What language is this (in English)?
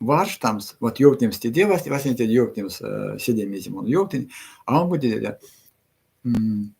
Erzya